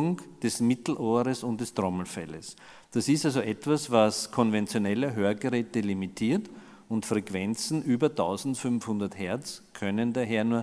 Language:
German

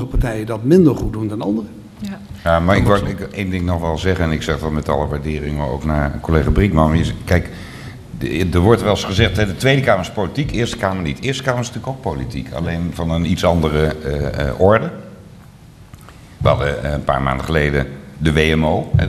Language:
Dutch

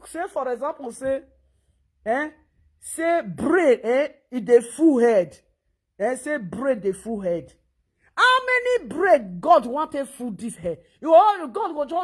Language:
Nigerian Pidgin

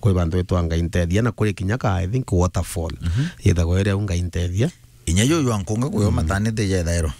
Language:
Meru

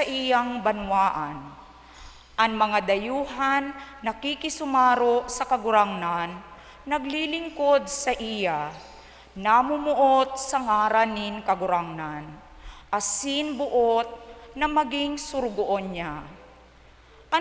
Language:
Bikol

